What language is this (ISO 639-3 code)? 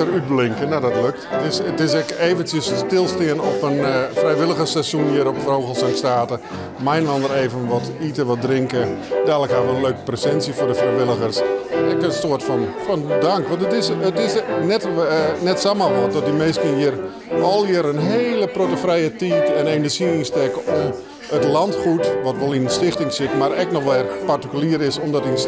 fry